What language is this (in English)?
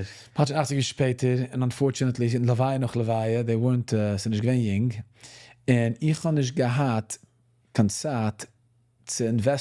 Yiddish